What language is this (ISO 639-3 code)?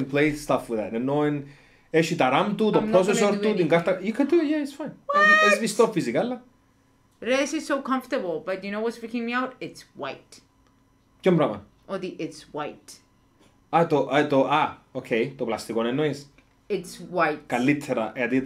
ell